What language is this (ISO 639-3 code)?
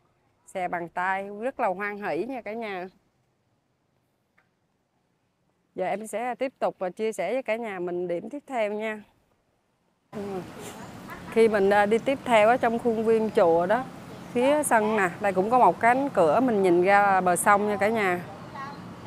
vie